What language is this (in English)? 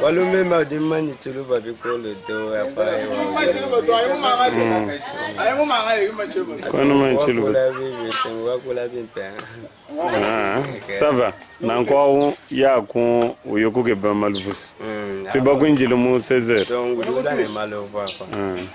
Luba-Lulua